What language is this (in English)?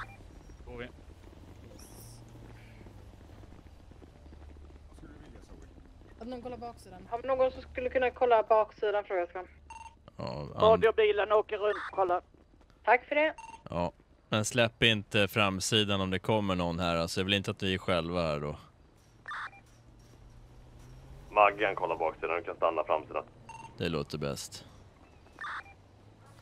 Swedish